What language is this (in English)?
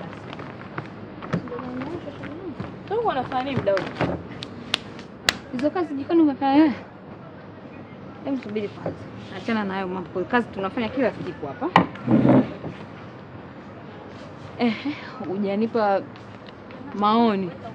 Swahili